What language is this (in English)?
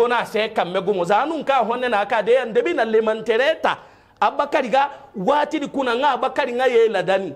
Hausa